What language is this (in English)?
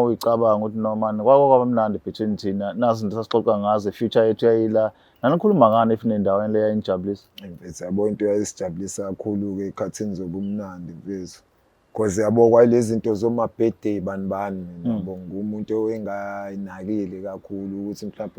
Zulu